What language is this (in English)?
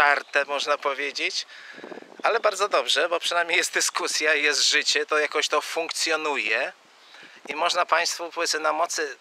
Polish